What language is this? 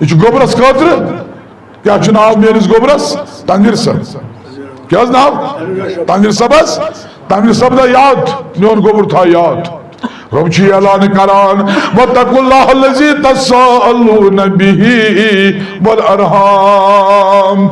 Kashmiri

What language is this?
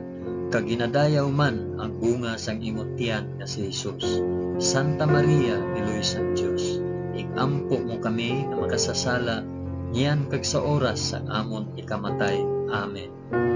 Hiligaynon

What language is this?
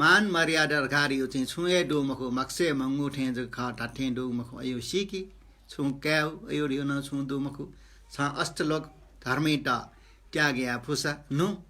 Newari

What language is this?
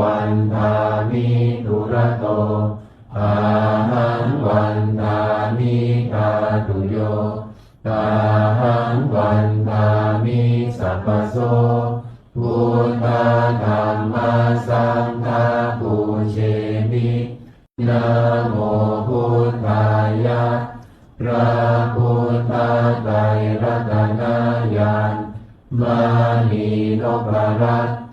Pali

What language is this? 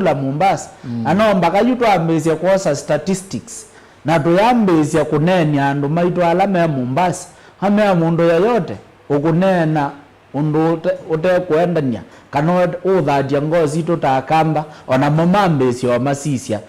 Kamba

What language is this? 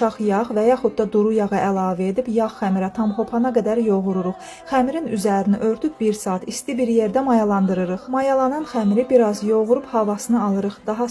Azerbaijani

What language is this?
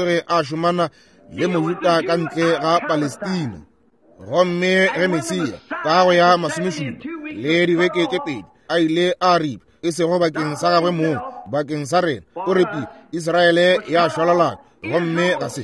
Northern Sotho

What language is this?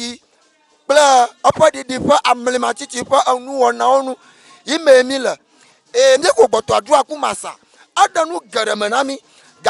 Ewe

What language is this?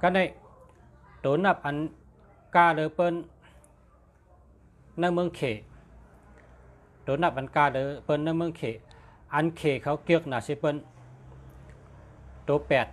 Shan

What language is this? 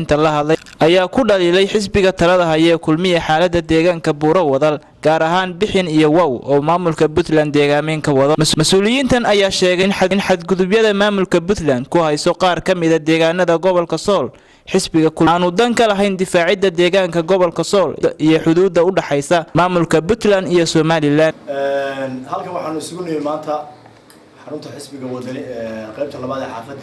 Somali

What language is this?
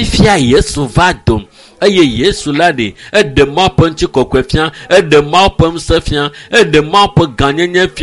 Ewe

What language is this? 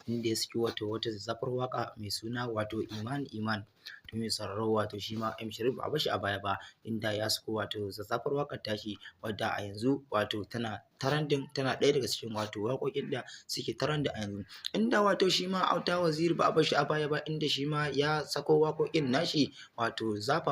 Hausa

